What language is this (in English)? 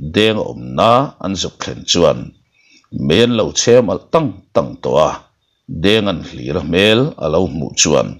Mizo